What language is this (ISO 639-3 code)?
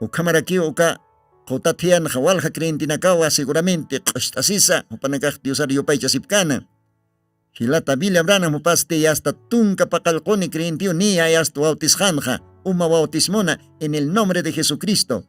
aym